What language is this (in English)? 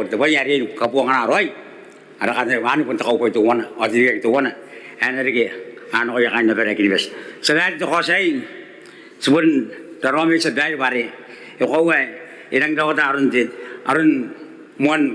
Gilbertese